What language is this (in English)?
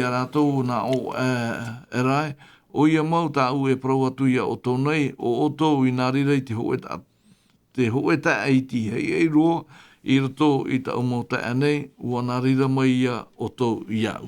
Tahitian